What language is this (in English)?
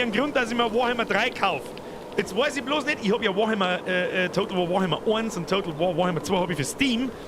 Bavarian